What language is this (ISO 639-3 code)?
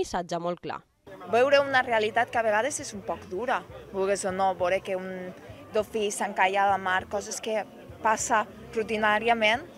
cat